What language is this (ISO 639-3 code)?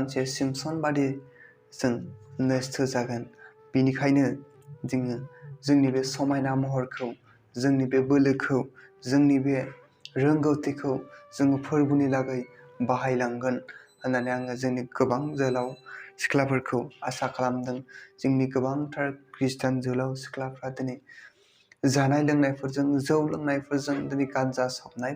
brx